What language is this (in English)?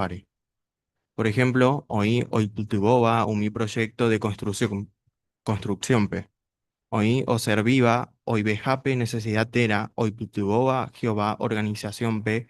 Guarani